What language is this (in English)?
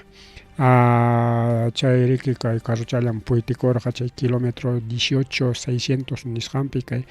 Ayacucho Quechua